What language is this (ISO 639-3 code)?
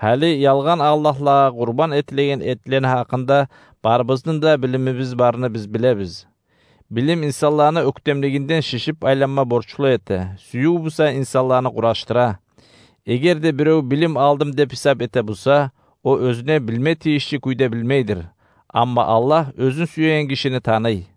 kum